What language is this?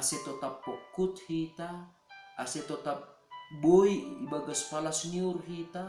Batak Simalungun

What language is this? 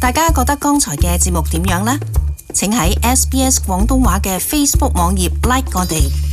Cantonese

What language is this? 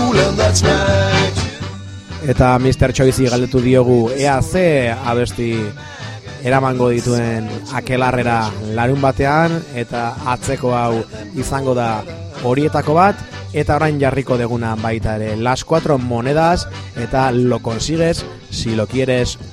Basque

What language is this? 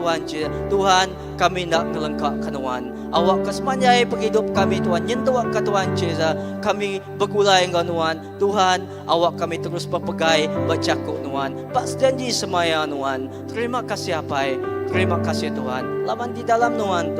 Iban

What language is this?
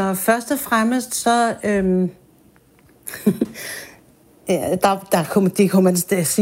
Danish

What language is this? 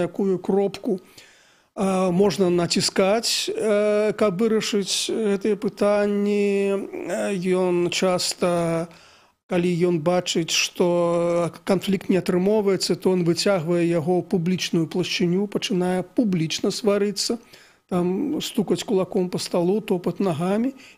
Belarusian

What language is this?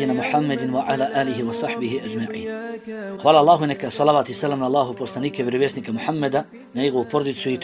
Bosnian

